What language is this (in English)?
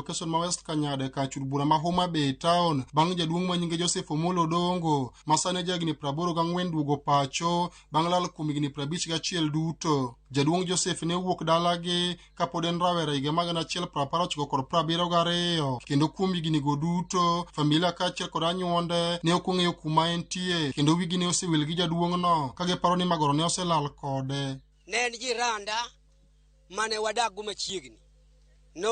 Luo (Kenya and Tanzania)